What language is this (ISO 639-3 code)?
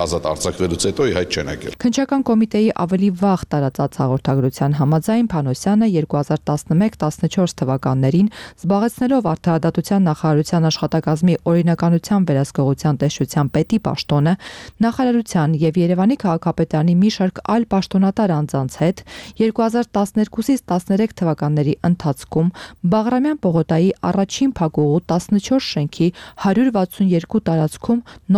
hye